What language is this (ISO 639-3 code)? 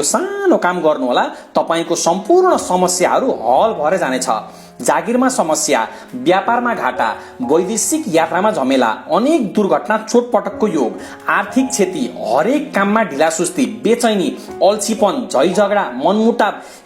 nep